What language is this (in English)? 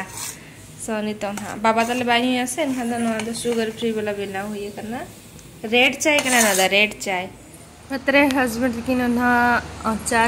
Santali